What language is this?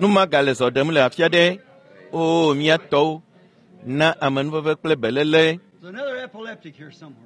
Ewe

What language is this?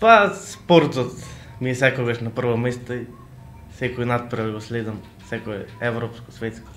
Macedonian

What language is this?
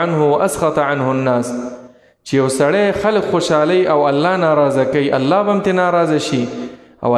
Pashto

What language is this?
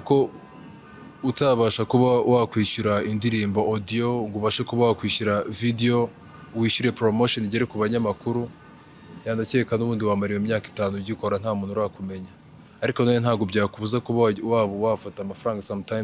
Kinyarwanda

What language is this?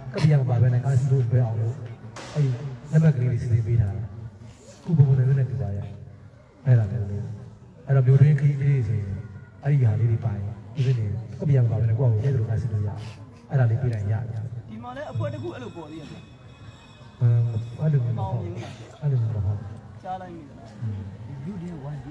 Burmese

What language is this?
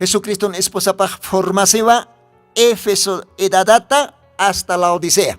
Aymara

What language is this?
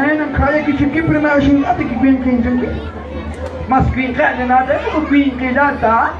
Kekchí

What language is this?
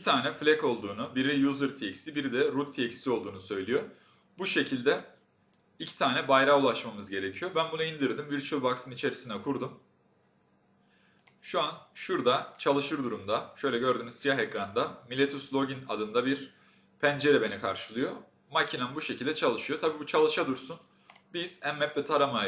Turkish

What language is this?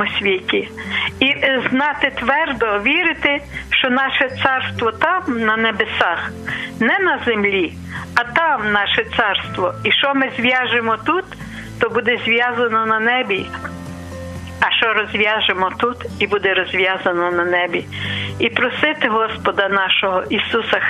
Ukrainian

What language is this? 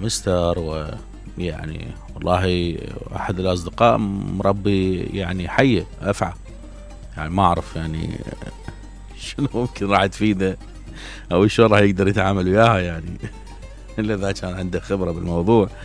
Mesopotamian Arabic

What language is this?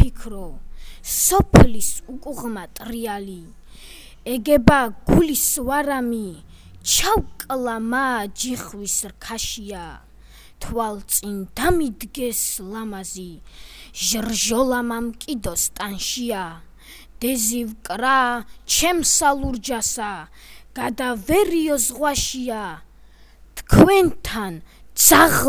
Georgian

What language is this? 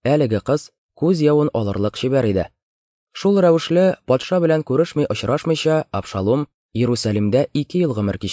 Tatar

